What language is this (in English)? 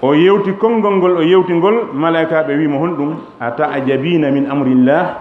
Fula